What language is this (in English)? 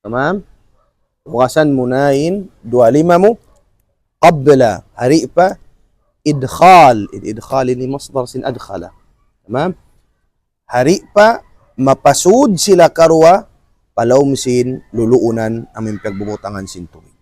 Tausug